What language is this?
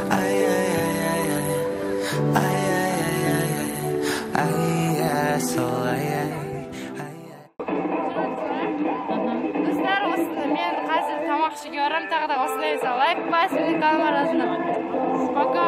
Kazakh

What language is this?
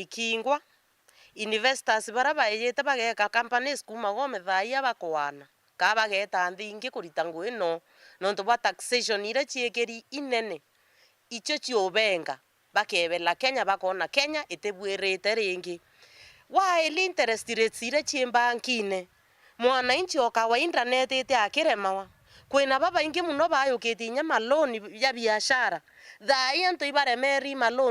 Meru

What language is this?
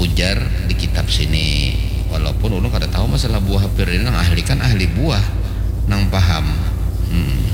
Banjar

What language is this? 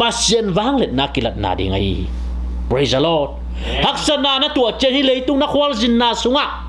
Tedim Chin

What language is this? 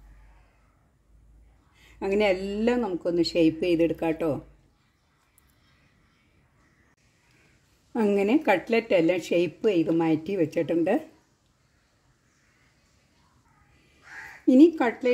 Malayalam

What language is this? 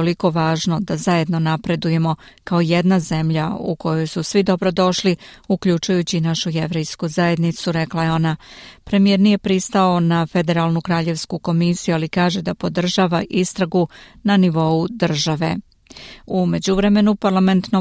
Serbian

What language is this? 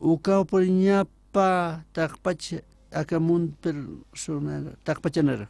Aymara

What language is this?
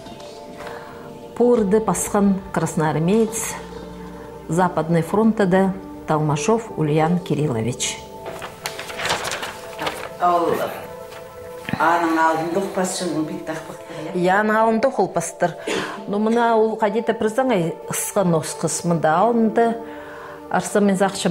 Khakas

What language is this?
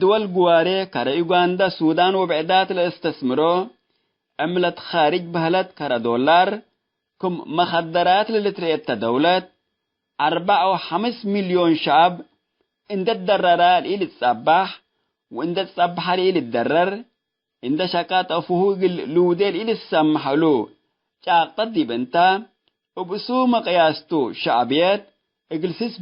Tigre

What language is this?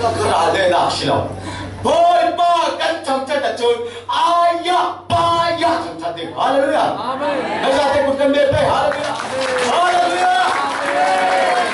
Falam Chin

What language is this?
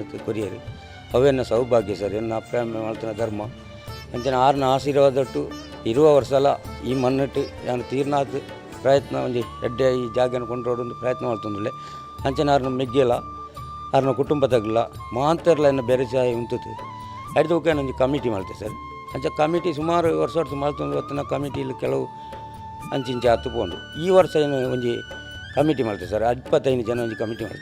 Tulu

